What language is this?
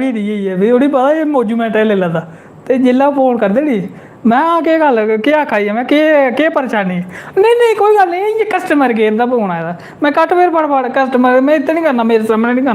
Dogri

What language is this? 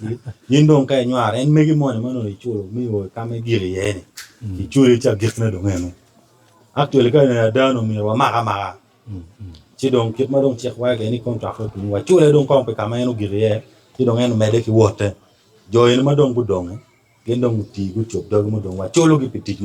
Acoli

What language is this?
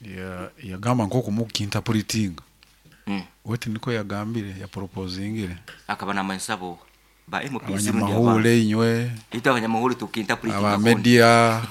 Nyoro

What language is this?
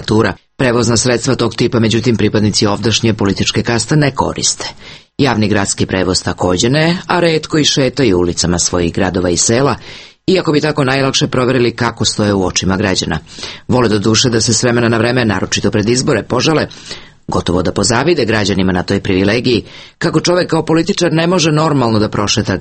Serbian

